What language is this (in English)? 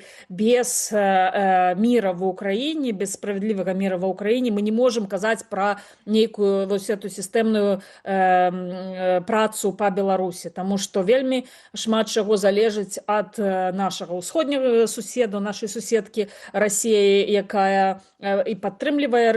Belarusian